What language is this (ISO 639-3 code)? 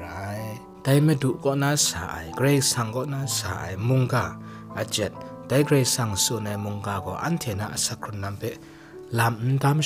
kac